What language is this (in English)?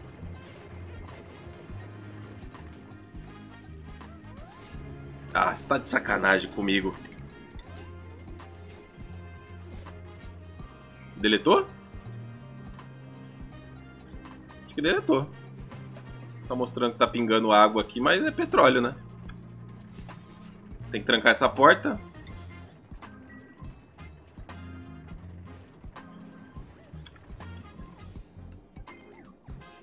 Portuguese